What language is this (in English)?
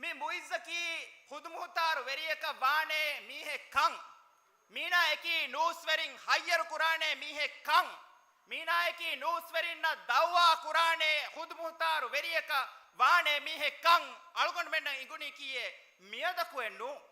Divehi